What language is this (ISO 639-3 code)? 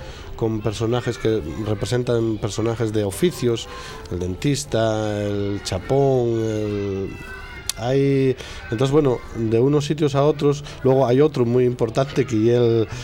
ast